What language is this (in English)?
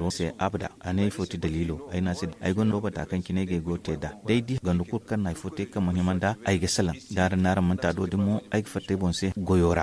Zarma